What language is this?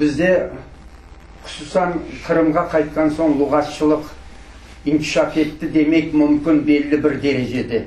Crimean Tatar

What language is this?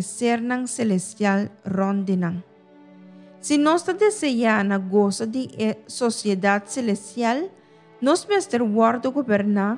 Papiamento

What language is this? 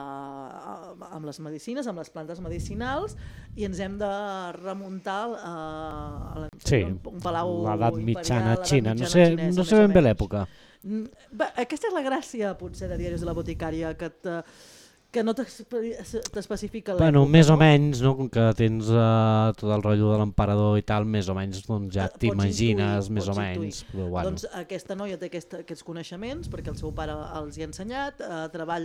Catalan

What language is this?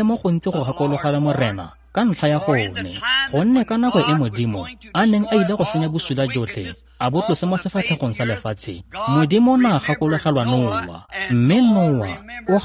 Tswana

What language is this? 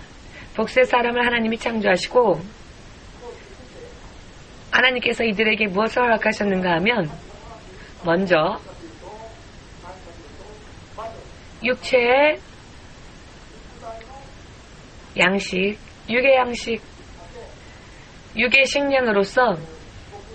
Korean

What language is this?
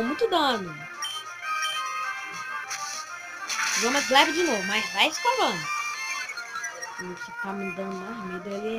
Portuguese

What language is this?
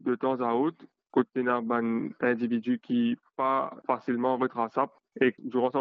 Morisyen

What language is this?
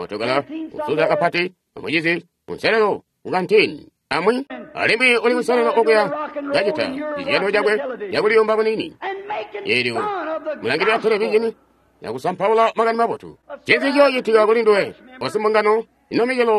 Tonga (Zambia)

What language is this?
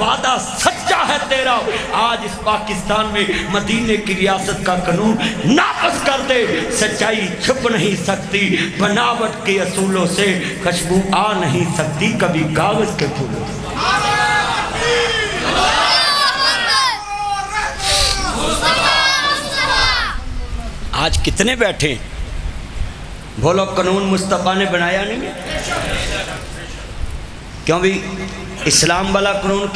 Western Panjabi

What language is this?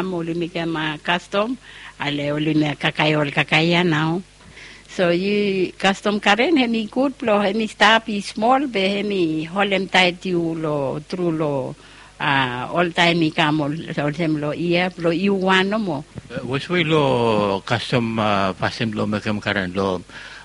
Bislama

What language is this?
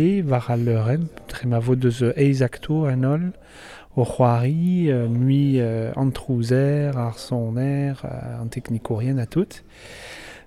Breton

